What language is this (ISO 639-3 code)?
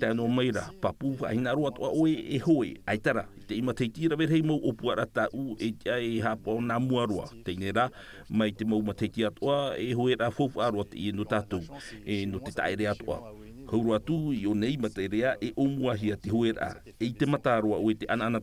tah